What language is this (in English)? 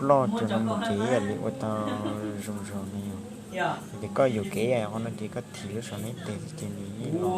Hmong